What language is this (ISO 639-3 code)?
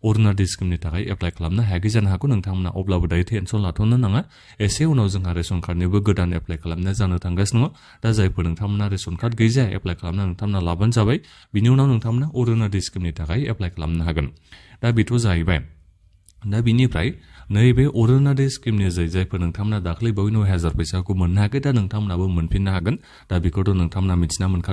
brx